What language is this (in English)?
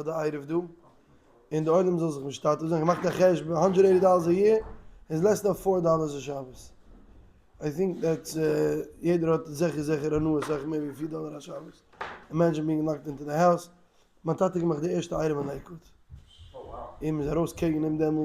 Yiddish